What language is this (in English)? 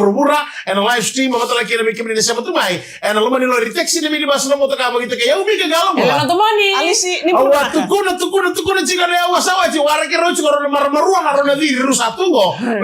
Fijian